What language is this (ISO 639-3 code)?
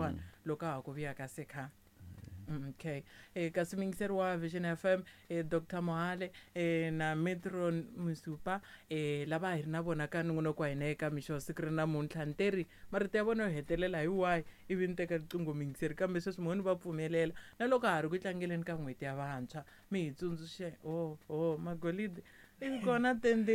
tso